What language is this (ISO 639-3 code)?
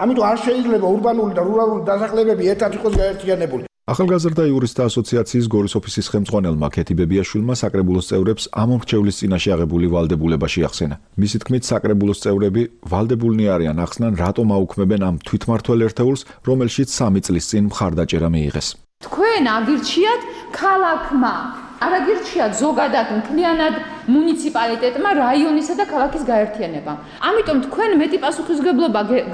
kat